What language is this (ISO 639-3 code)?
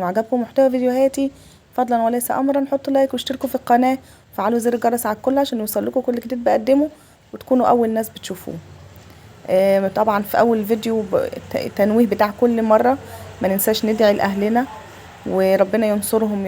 arz